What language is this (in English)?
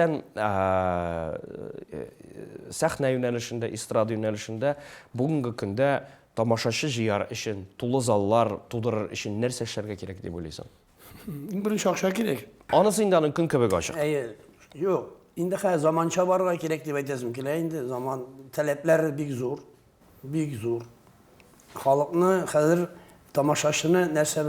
Tatar